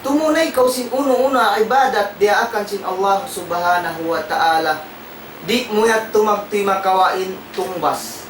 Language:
Tausug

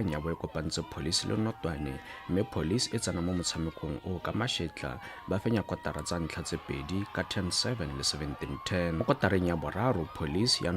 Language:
Tswana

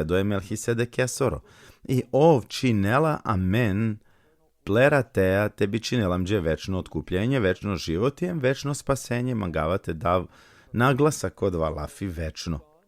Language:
Balkan Romani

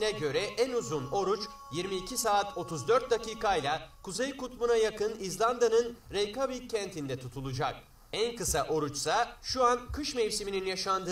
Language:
Turkish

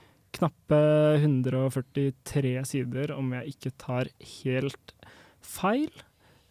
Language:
Norwegian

